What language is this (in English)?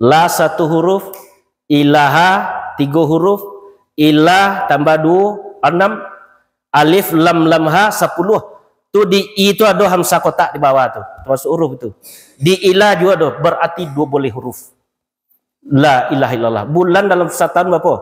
Minangkabau